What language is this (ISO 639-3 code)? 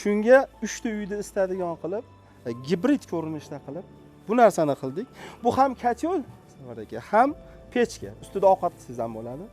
uzb